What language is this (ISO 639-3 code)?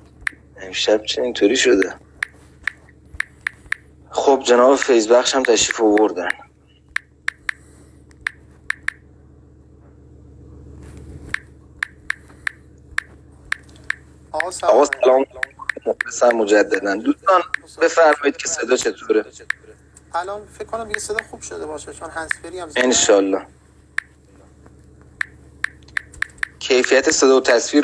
fas